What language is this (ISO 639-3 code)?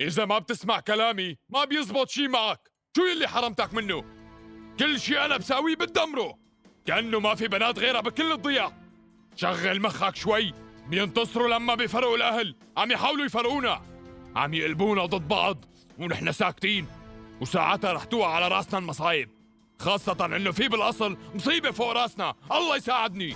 apc